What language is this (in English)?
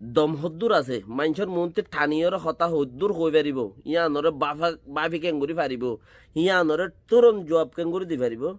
Rohingya